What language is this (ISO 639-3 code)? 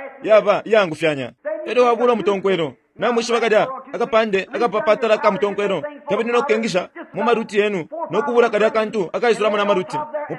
bem